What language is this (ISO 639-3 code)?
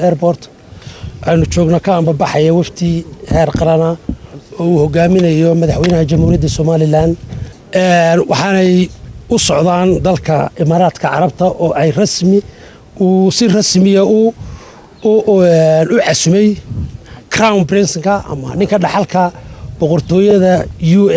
som